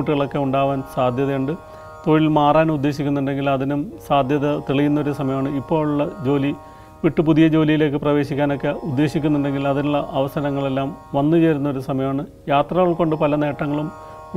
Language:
Malayalam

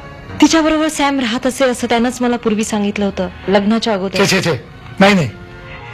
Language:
Marathi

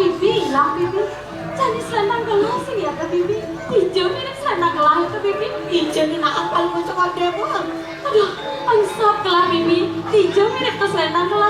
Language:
Balinese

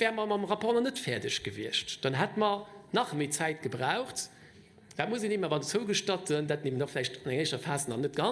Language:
Luxembourgish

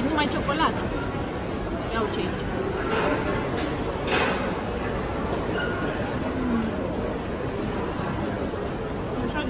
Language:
Romanian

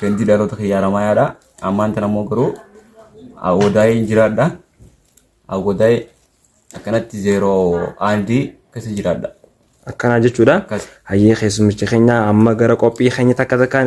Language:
Oromo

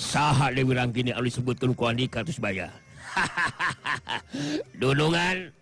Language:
Sundanese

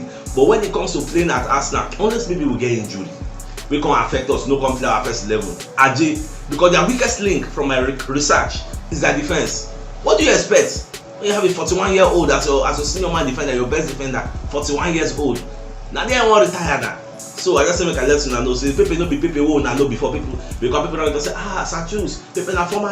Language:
Nigerian Pidgin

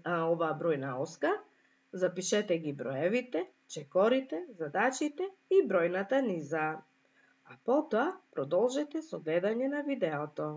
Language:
Macedonian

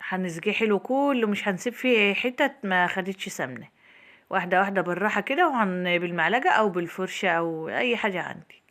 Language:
Egyptian Arabic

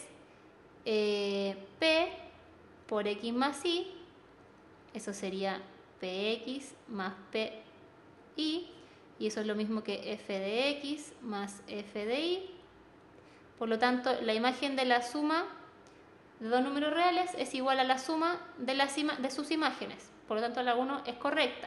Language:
Spanish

